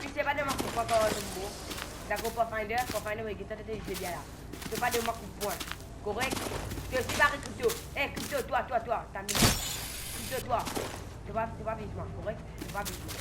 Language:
Morisyen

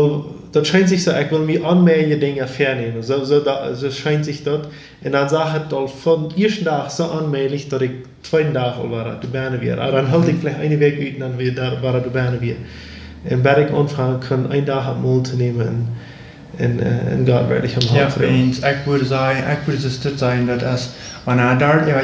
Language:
Plautdietsch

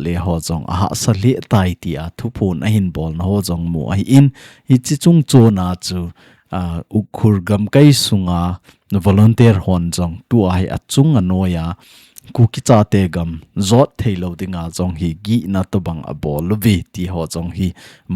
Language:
Thado Chin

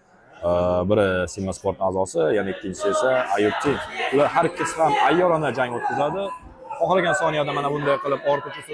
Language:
Uzbek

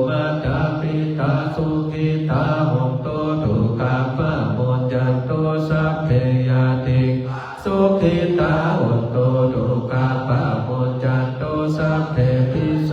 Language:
Pali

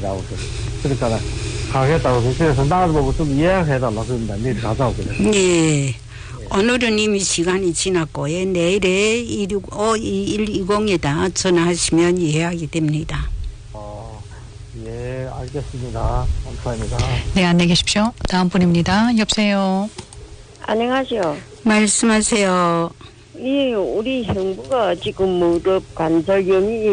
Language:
Korean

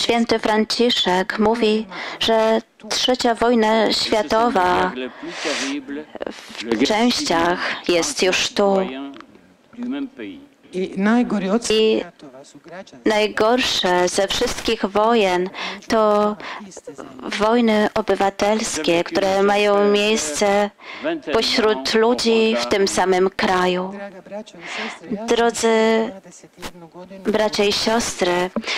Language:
Polish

